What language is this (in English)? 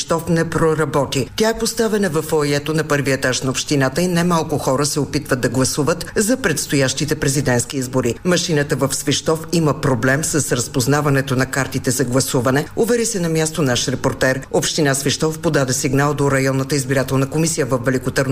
Bulgarian